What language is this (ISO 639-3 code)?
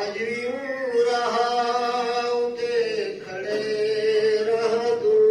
skr